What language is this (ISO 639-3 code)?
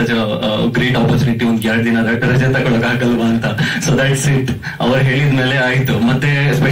kan